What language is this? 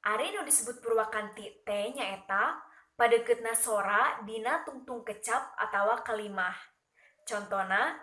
Sundanese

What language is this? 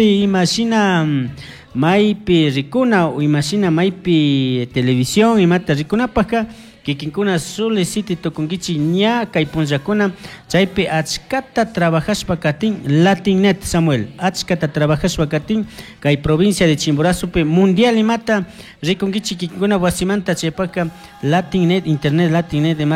Chimborazo Highland Quichua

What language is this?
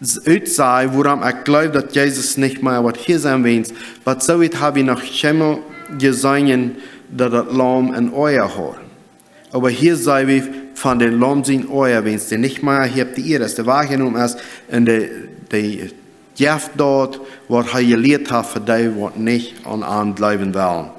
Plautdietsch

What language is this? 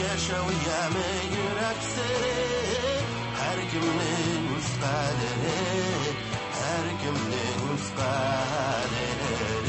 Tatar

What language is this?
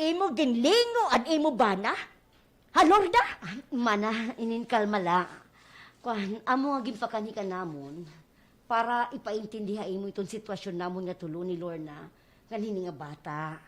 Waray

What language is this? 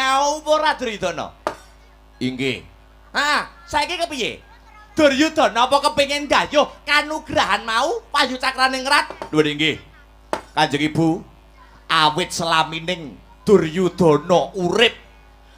Javanese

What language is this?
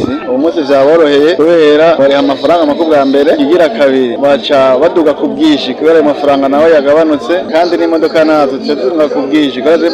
Rundi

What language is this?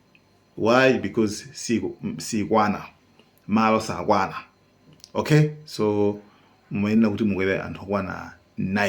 Nyanja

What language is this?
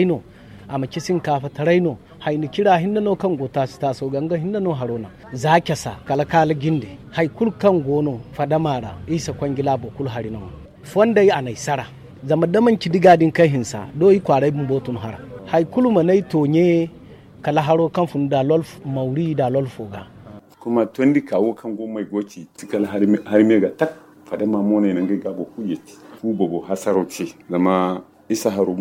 Zarma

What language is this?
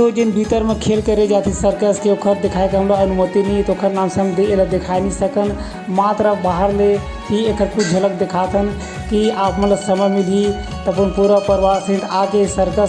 Chhattisgarhi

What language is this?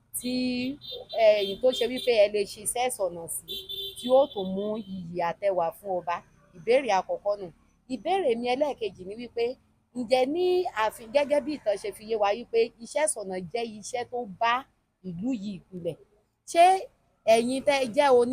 Yoruba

